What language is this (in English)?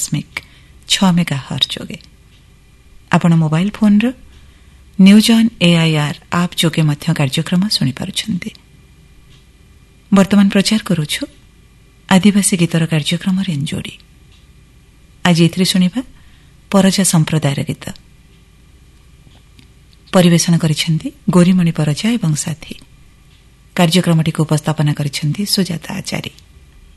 Odia